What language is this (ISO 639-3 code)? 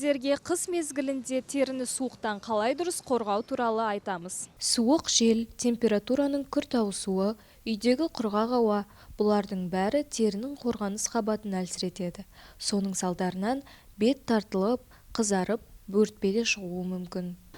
kaz